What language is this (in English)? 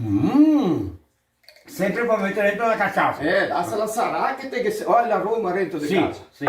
Venetian